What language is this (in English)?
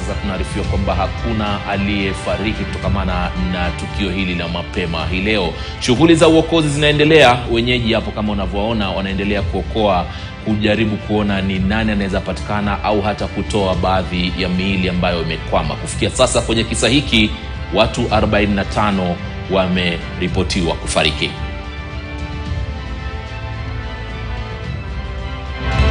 Swahili